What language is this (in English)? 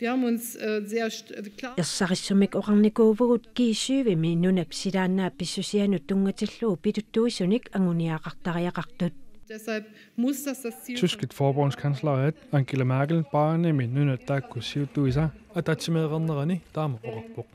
Kalaallisut